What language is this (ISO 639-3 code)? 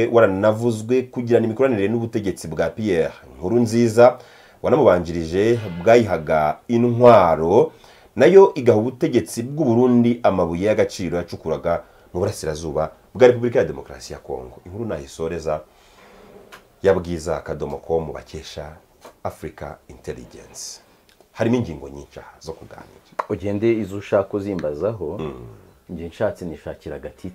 kin